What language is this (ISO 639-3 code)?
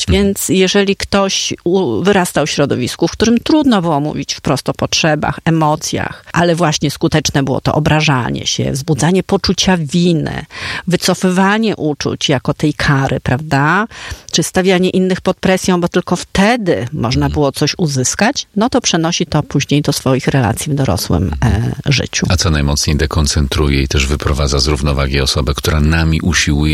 pol